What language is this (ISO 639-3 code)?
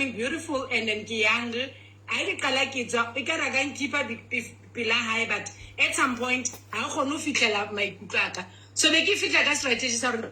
sot